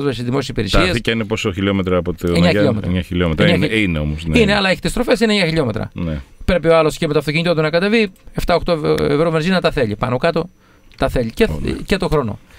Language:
Greek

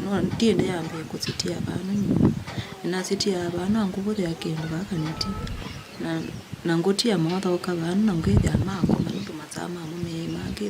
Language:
Kamba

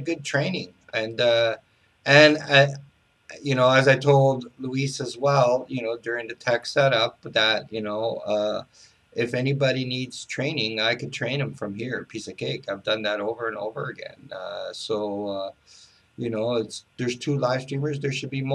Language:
English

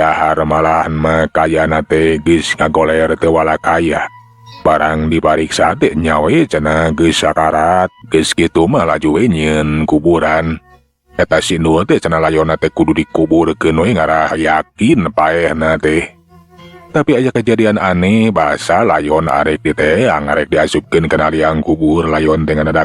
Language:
Sundanese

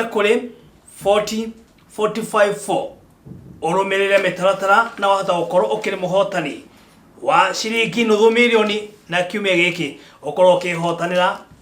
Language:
Kikuyu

